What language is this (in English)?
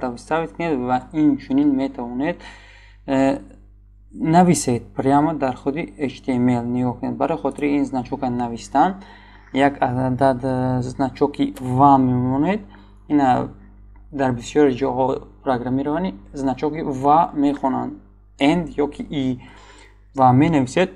Tajik